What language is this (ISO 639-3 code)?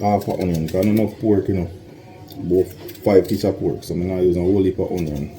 jam